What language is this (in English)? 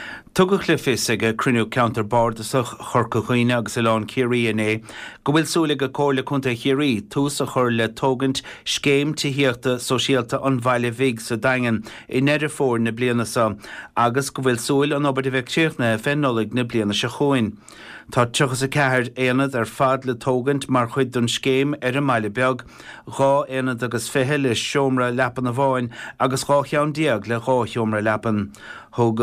Irish